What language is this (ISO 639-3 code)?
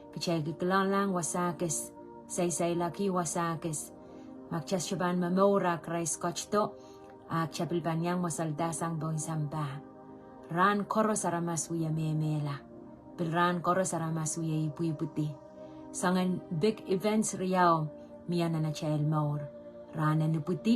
pon